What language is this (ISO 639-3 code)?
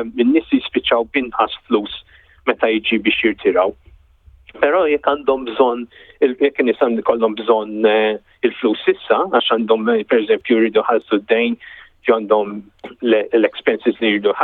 mlt